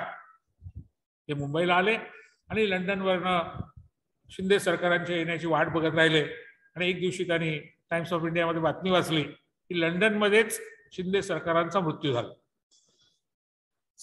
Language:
Marathi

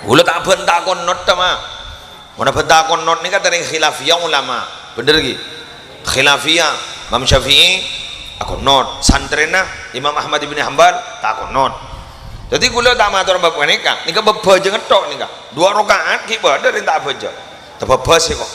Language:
Madurese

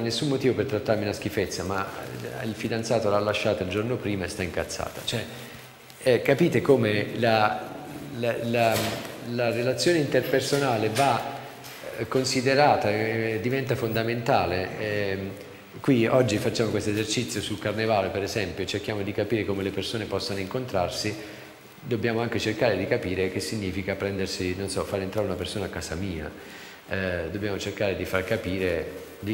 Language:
Italian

